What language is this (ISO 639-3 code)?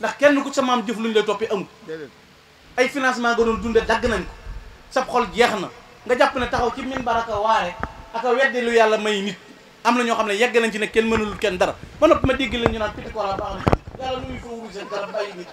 wol